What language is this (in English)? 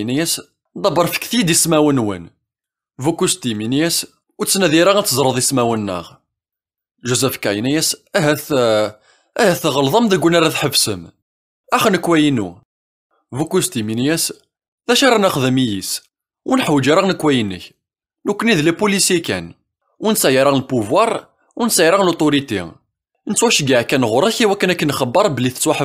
Kabyle